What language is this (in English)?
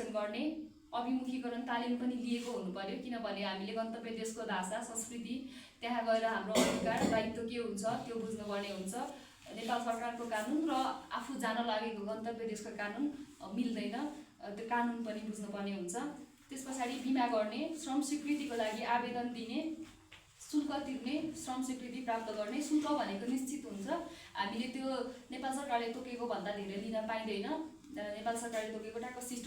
Nepali